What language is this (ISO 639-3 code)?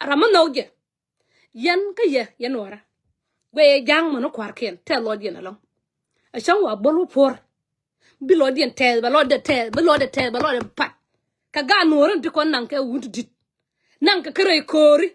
nus